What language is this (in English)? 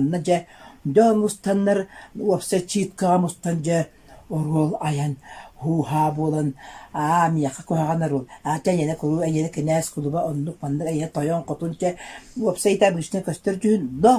Yakut